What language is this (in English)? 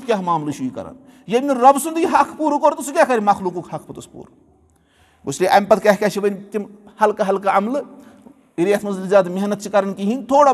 Kashmiri